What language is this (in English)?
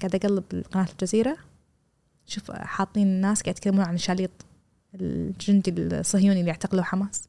Gulf Arabic